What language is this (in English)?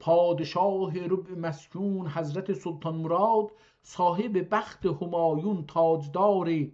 South Azerbaijani